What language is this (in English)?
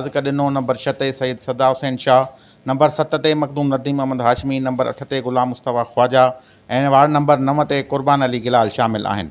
Sindhi